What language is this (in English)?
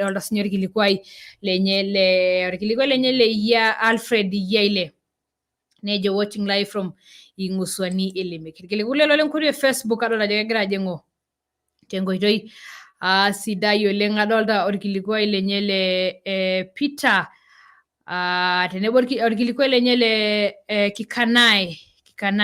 Masai